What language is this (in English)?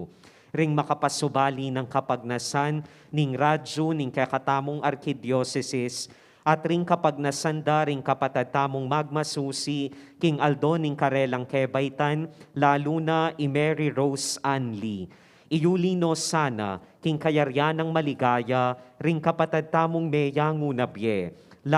Pampanga